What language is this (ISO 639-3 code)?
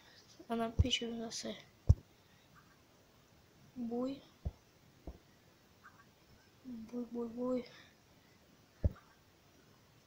slk